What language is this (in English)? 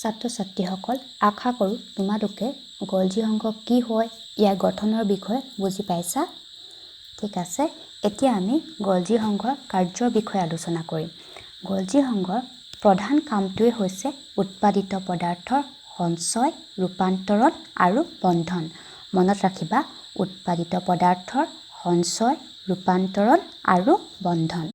Assamese